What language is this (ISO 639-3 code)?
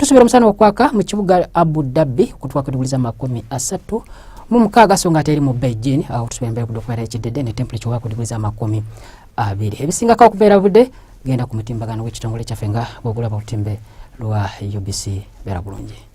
lug